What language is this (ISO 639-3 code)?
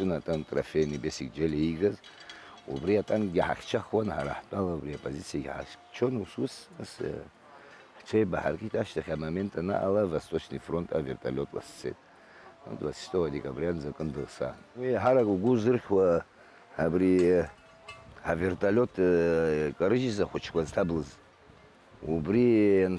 abk